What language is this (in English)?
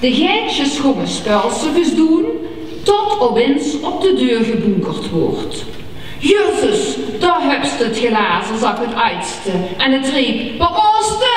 Limburgish